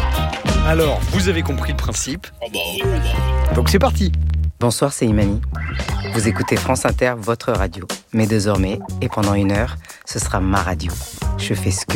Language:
French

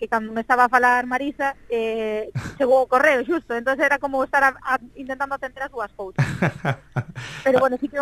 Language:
Galician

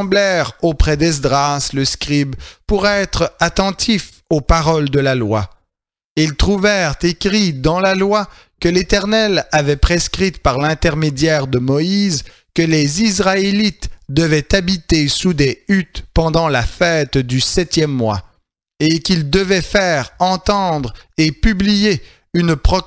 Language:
French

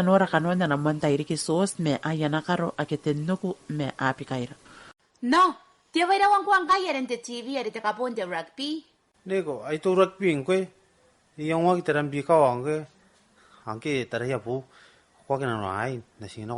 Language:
Gilbertese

